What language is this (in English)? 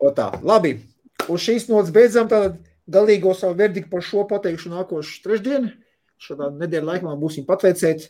Latvian